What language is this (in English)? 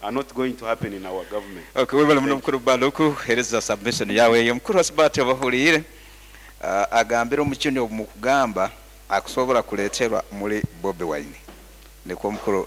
Nyoro